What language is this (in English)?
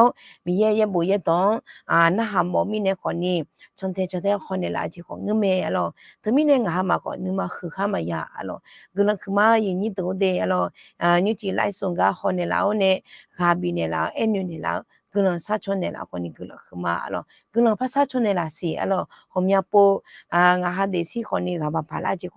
Akha